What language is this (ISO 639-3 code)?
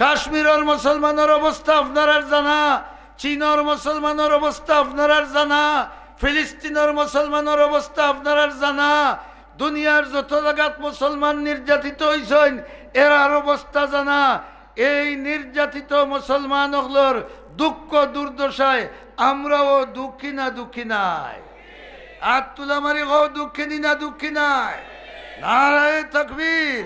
syl